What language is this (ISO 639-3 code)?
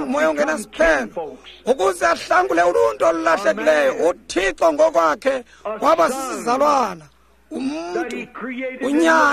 xho